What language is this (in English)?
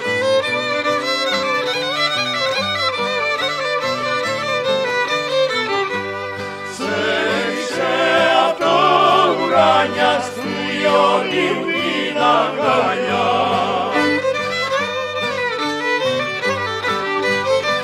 Greek